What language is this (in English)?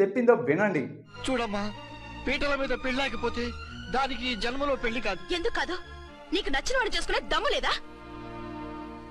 Telugu